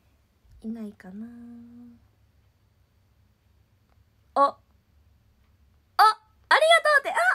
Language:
Japanese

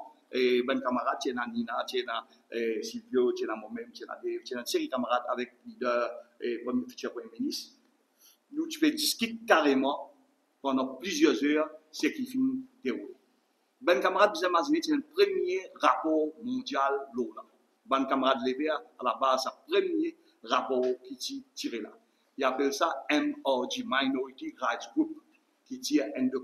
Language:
Morisyen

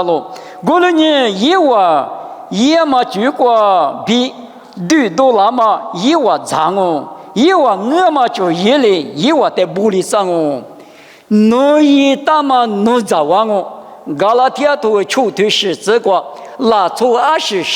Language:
Lisu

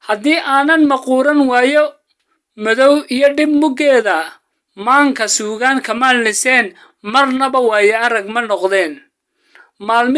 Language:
Somali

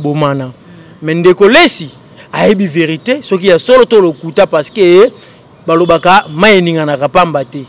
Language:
Lingala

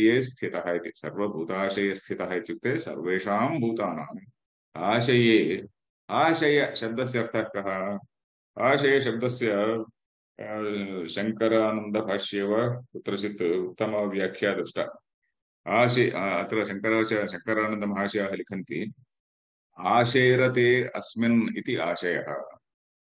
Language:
Sanskrit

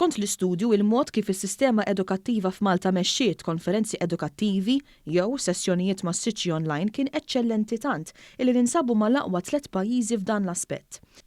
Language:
Maltese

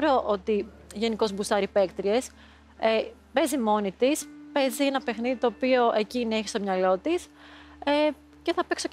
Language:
Greek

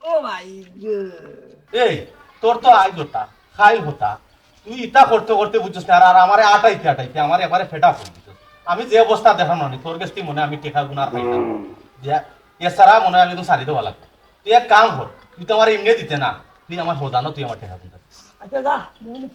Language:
Sylheti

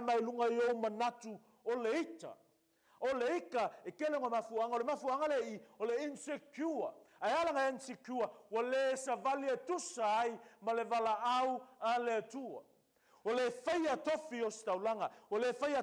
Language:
Samoan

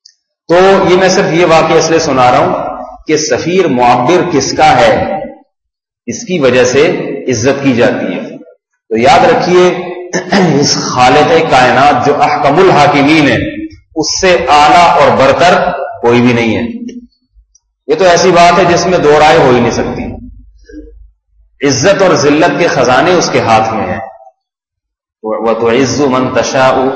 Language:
Urdu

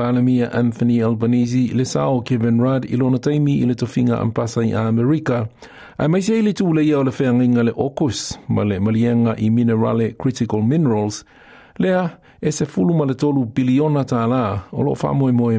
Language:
Samoan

